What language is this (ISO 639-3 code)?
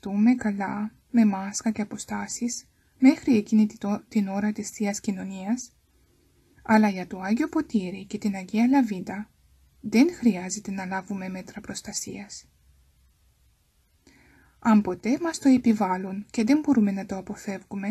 ell